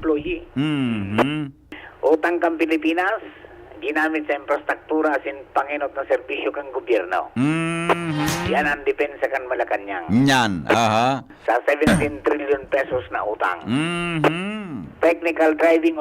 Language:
Bikol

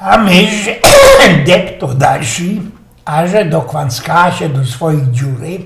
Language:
Silesian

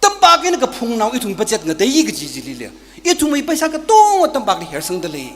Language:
Tangkhul Naga (India)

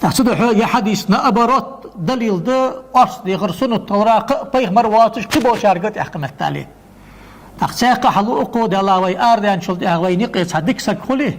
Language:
Ingush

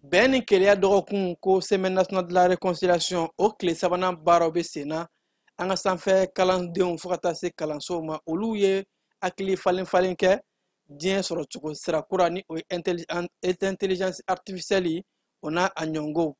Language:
Bambara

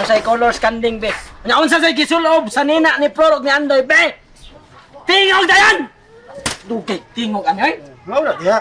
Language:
Cebuano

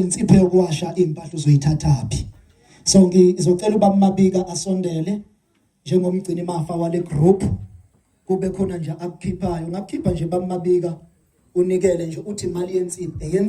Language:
Zulu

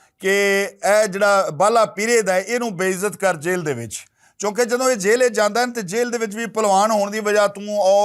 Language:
Western Panjabi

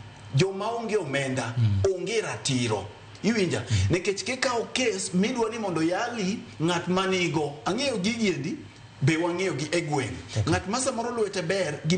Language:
Luo (Kenya and Tanzania)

